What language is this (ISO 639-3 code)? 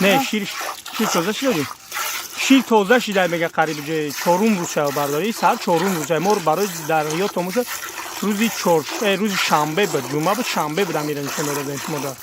tgk